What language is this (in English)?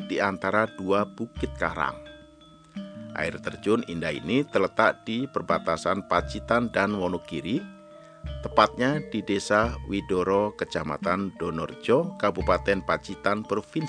Indonesian